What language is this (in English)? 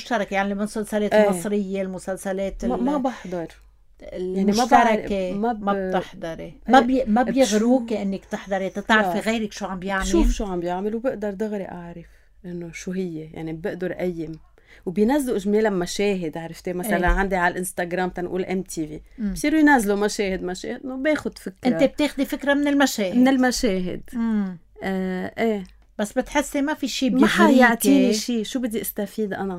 North Levantine Arabic